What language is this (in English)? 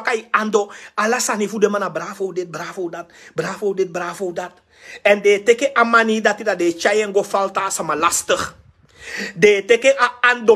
Sranan Tongo